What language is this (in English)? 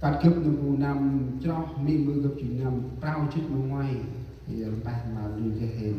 Central Mnong